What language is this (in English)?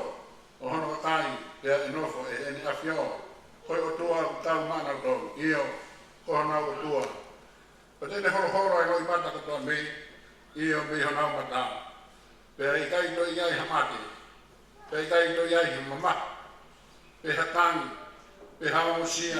Tongan